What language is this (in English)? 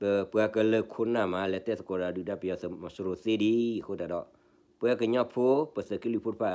S'gaw Karen